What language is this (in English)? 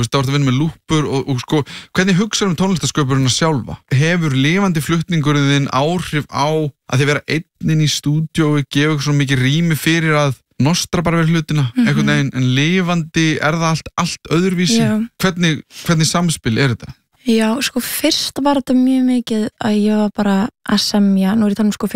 Icelandic